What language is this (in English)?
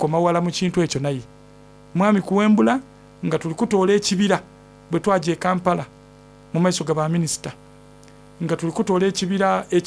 Soga